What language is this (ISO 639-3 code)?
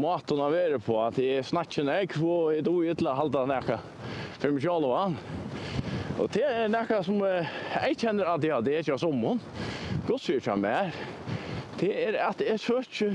fao